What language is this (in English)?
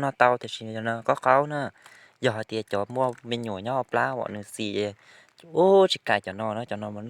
Hmong